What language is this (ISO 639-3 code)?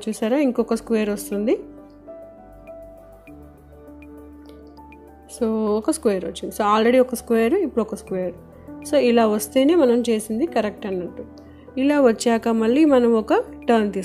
tel